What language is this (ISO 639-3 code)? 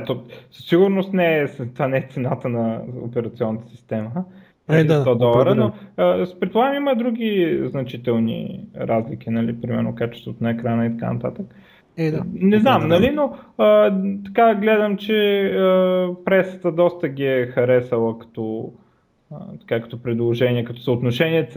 bul